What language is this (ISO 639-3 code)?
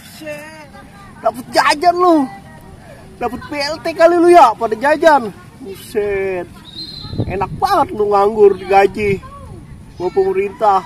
bew